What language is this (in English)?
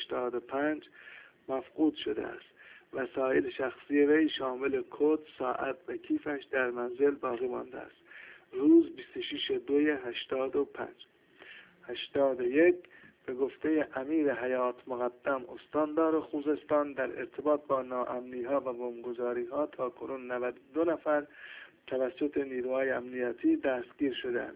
Persian